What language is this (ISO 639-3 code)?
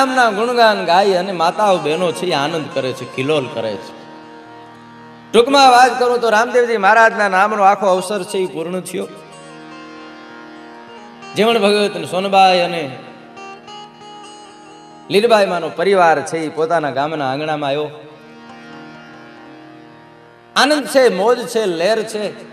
guj